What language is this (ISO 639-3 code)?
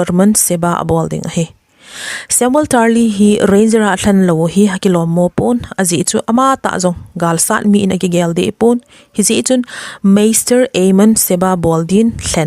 tcz